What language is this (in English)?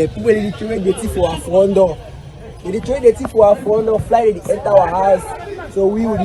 Cameroon Pidgin